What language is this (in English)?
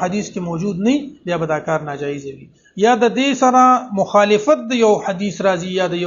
Pashto